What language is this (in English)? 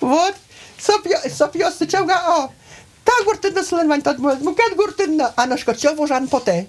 Udmurt